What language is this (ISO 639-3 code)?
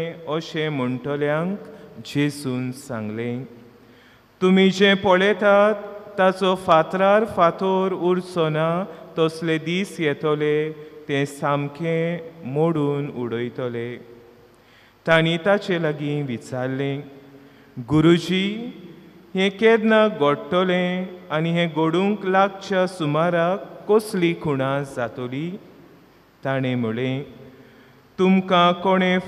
kok